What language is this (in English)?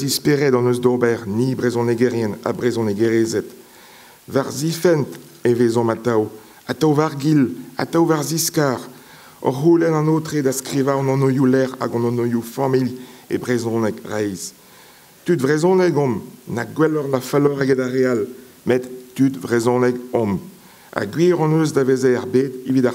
Breton